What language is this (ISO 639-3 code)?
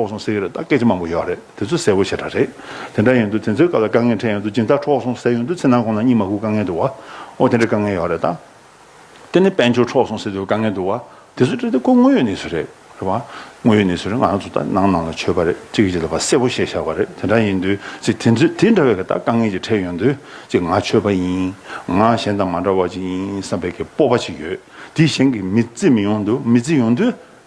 bod